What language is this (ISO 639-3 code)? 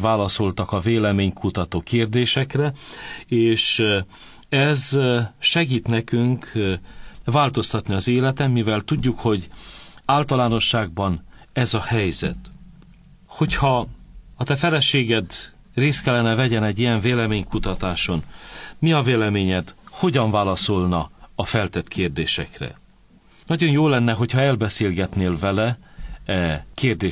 hun